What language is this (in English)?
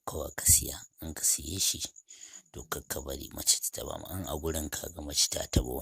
Hausa